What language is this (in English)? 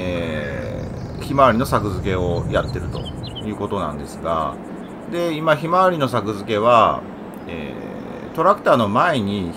Japanese